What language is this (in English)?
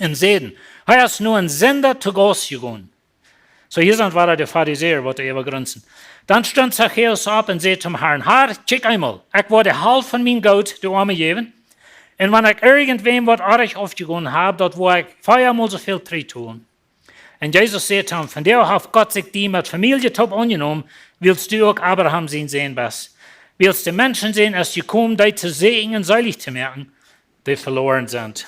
Plautdietsch